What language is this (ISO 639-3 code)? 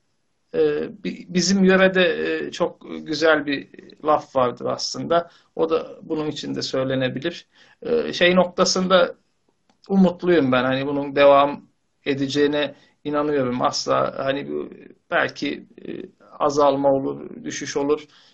tur